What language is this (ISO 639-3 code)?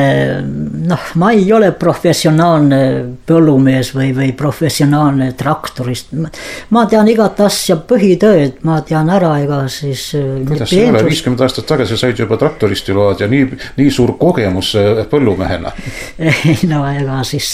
est